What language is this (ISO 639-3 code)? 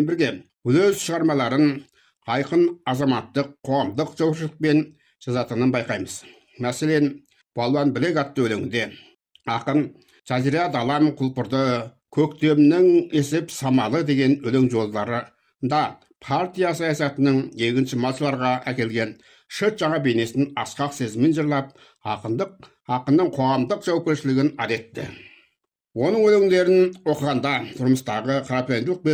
kaz